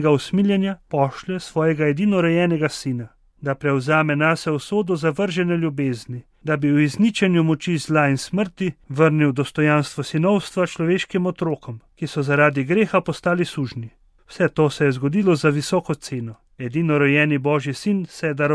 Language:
Slovenian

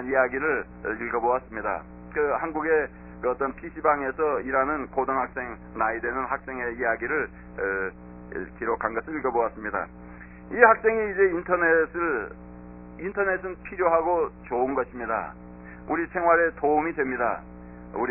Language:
Korean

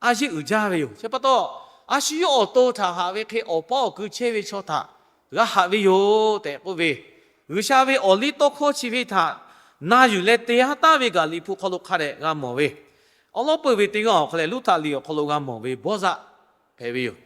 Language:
Lahu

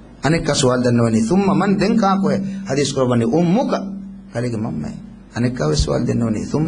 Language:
Divehi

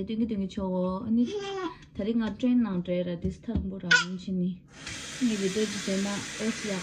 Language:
Tibetan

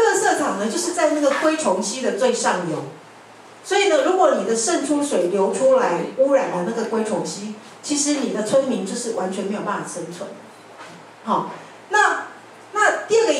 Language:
Chinese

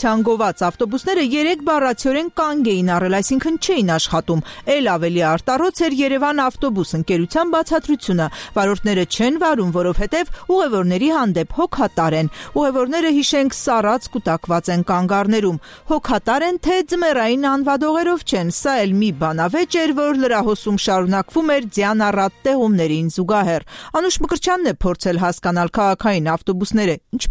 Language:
Armenian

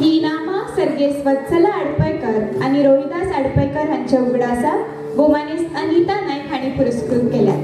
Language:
Konkani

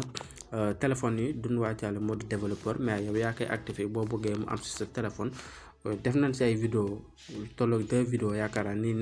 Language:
Wolof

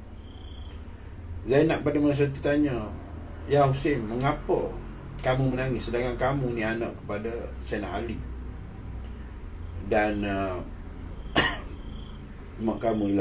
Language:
Malay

